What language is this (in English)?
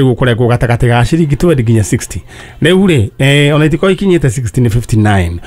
Kikuyu